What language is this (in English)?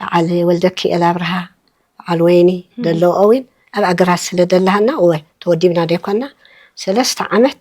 Tigrinya